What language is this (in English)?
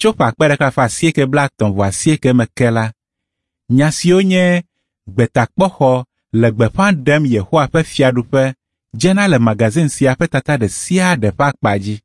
Ewe